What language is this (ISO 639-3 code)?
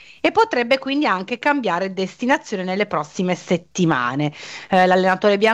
ita